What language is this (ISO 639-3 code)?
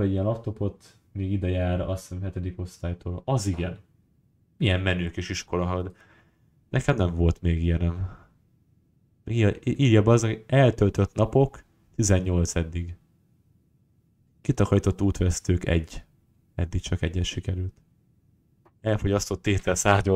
hun